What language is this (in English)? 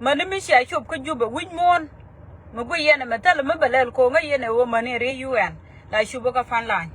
Nuer